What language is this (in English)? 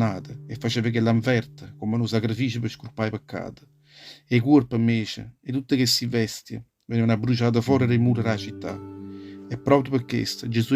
Neapolitan